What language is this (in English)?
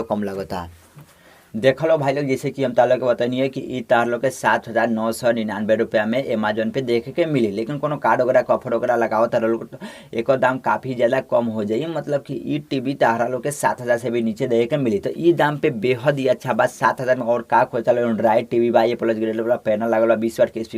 Bhojpuri